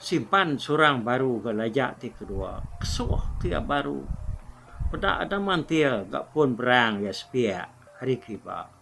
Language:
Iban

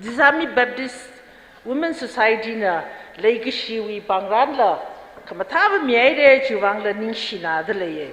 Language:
Tangkhul Naga (India)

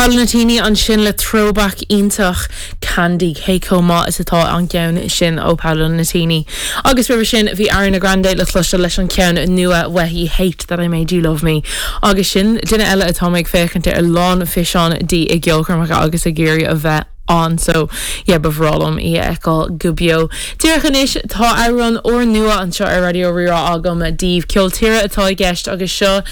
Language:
Irish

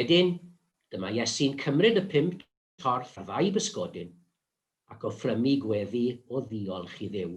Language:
Welsh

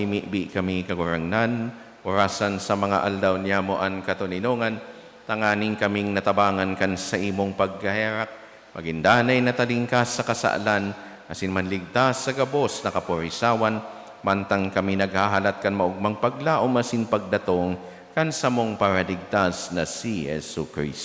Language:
Bikol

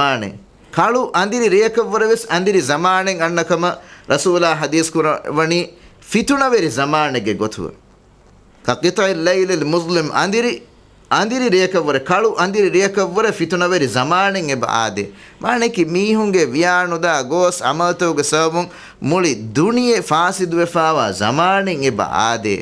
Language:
Divehi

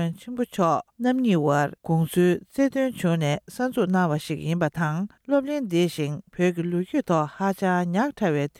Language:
Tibetan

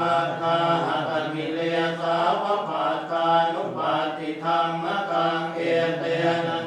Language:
Pali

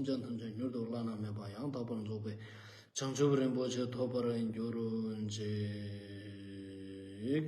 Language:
Ladakhi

